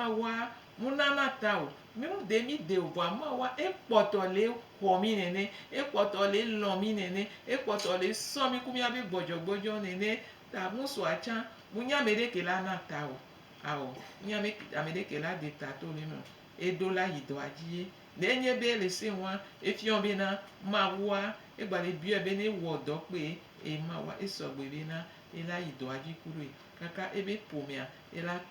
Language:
Gen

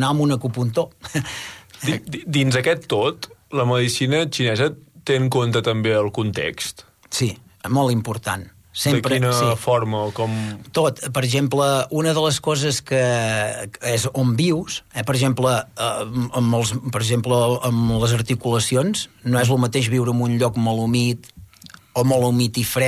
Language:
Catalan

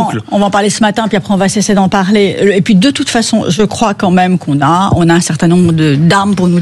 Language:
French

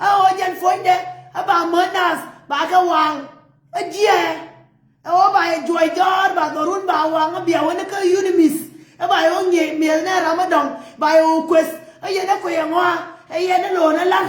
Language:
Nuer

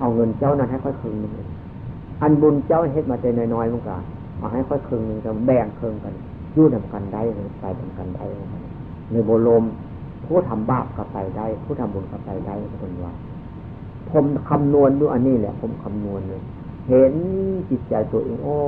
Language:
Northeastern Thai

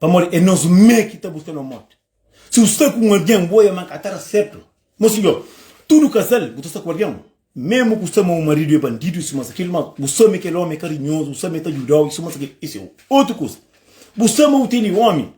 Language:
Kabuverdianu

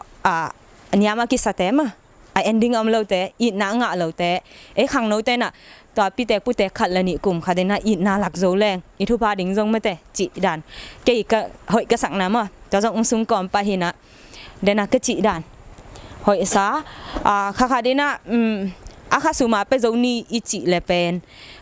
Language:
Tedim Chin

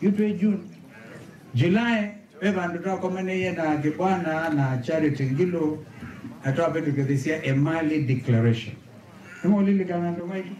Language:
Kamba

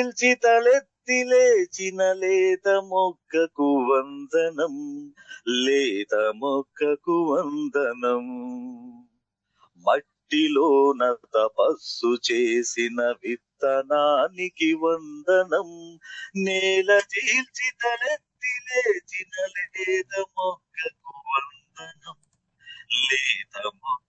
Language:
Telugu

